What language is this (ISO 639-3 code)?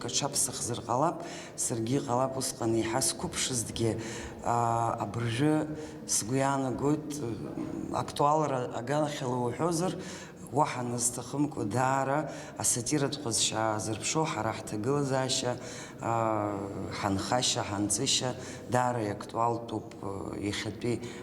abk